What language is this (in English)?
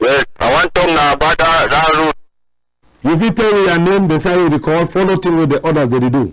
Cameroon Pidgin